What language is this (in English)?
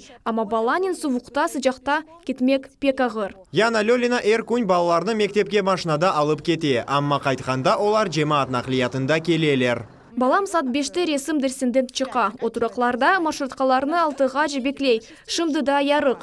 Crimean Tatar